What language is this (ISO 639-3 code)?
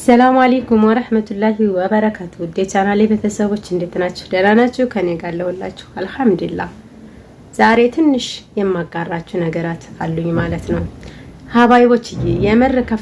amh